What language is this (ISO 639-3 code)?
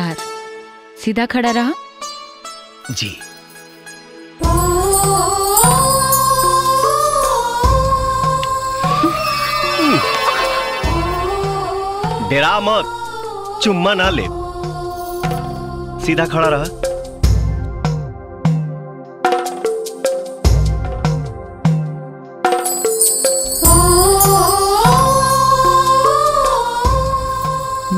bho